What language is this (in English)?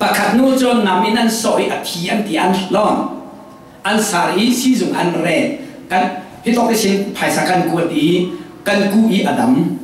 Falam Chin